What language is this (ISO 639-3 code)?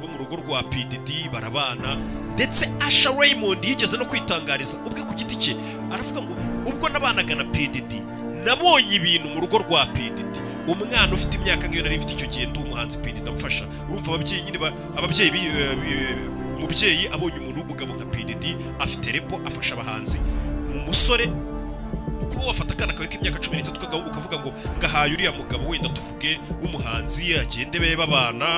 kin